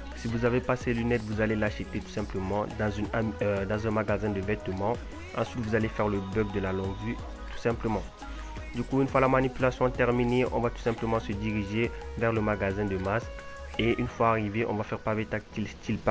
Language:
French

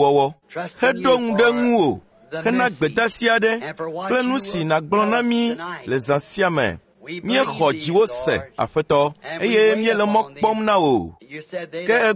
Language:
Ewe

